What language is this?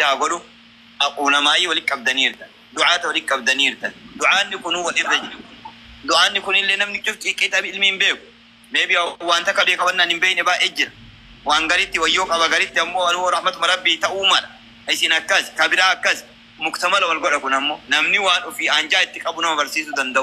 Oromo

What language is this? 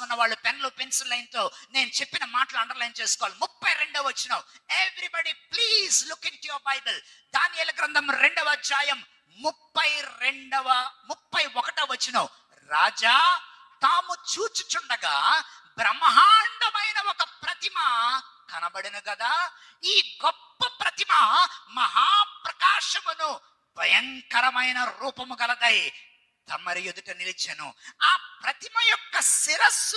Telugu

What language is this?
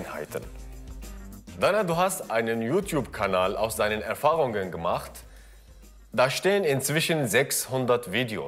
German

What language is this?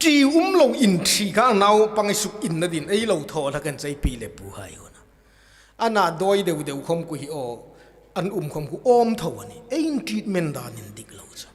Hmar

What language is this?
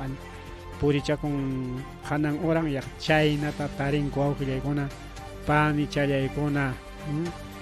Ayacucho Quechua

